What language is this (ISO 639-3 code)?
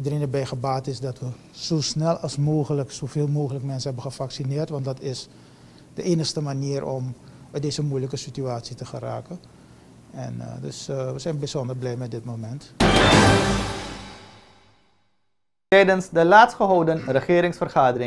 nld